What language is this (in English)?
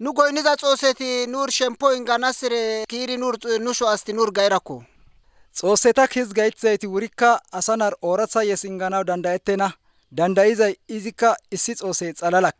Tigrinya